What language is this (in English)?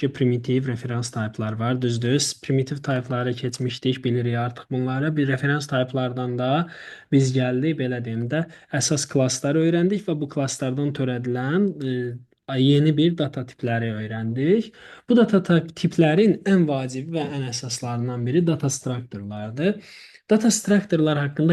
Azerbaijani